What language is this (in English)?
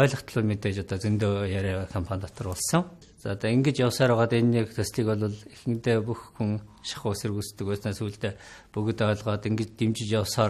Mongolian